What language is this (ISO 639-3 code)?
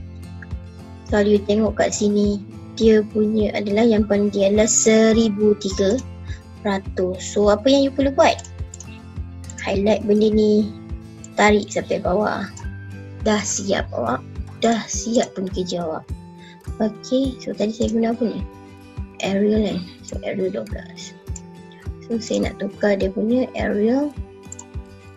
msa